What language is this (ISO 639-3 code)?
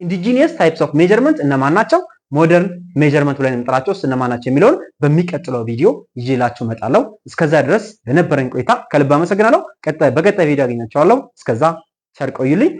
amh